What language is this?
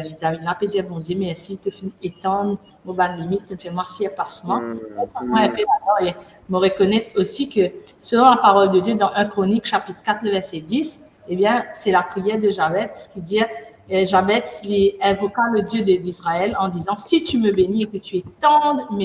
Morisyen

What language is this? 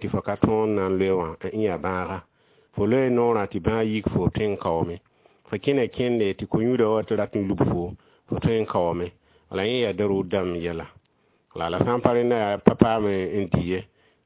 Mossi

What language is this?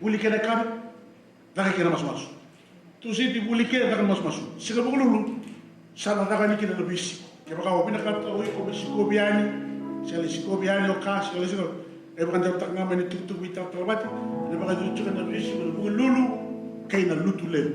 Fijian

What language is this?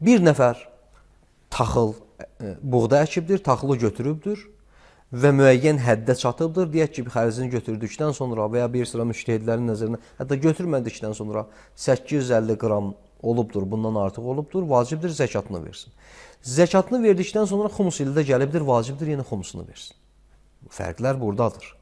Azerbaijani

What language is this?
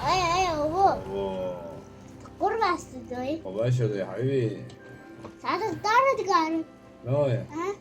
Kurdish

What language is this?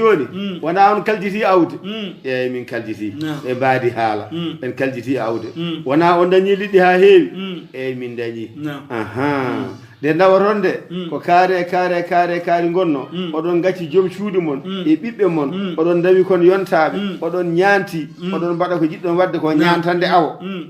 Fula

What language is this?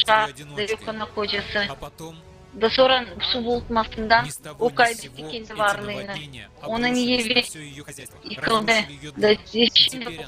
Gagauz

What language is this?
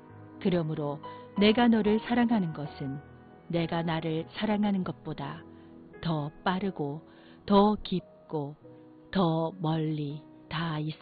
Korean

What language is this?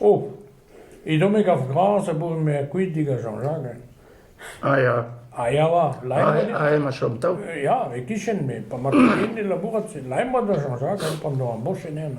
Breton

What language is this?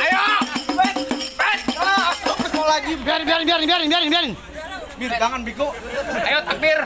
Betawi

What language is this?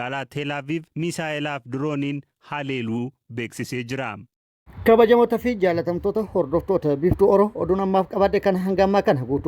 Oromo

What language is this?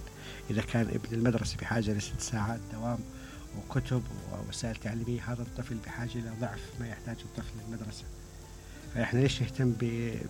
Mesopotamian Arabic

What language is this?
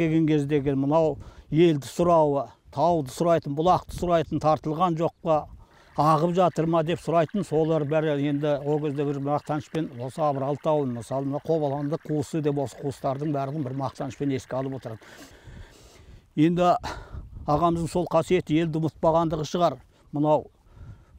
Kazakh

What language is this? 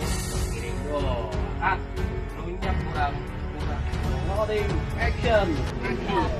Betawi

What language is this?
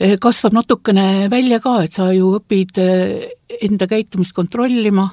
Estonian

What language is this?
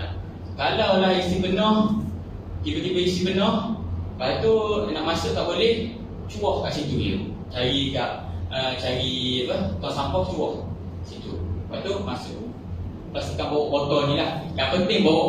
Malay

